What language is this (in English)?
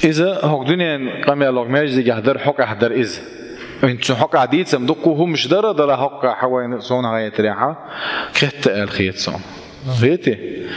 Chechen